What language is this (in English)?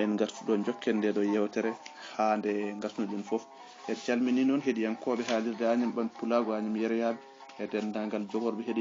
Fula